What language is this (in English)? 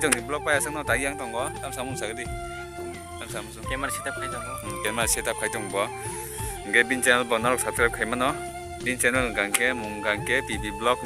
Kok Borok